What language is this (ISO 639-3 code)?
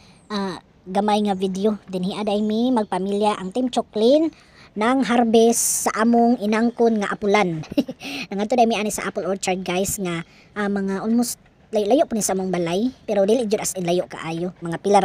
ceb